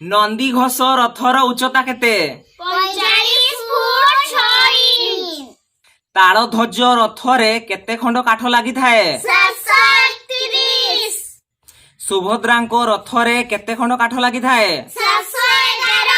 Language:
Odia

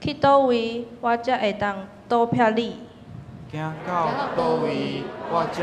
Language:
Min Nan Chinese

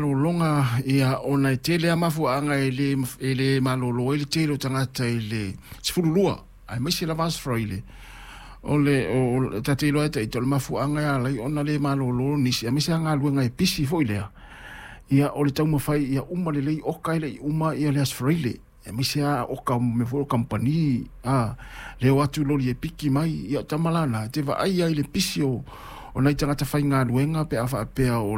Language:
Samoan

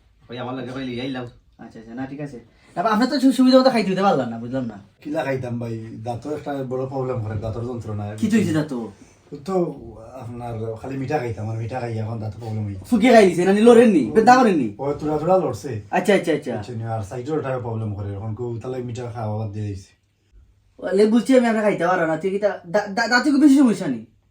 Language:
Sylheti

